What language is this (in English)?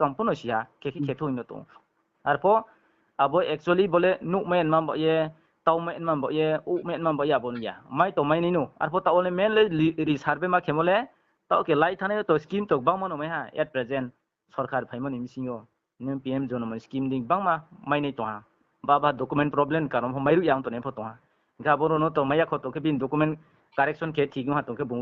Riang (India)